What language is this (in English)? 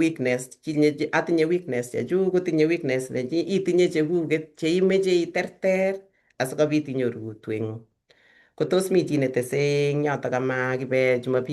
Kalenjin